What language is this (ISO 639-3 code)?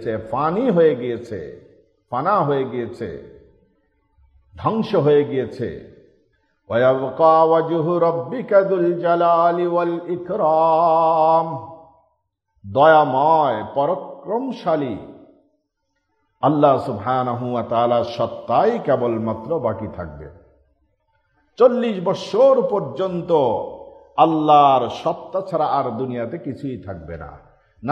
ben